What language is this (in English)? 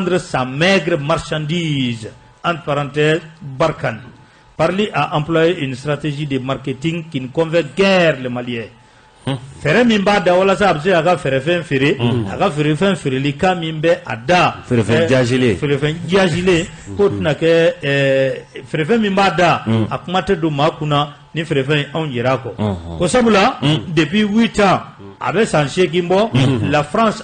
Bambara